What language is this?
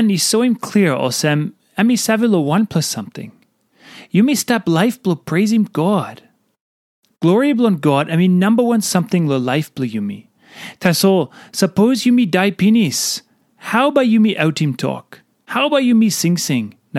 Tok Pisin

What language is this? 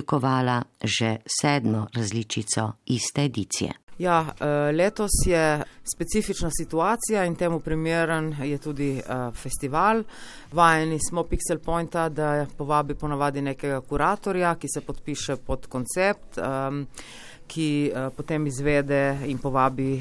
Slovenian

